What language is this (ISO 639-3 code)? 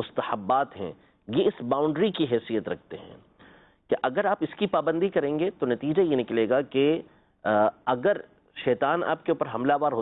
urd